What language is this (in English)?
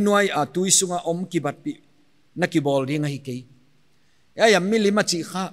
Paite Chin